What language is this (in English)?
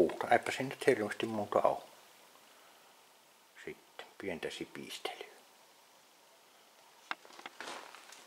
Finnish